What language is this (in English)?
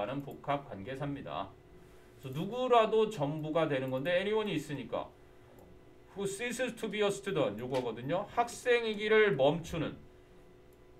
Korean